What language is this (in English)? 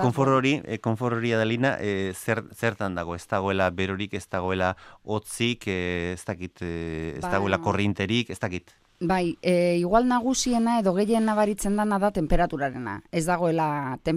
Basque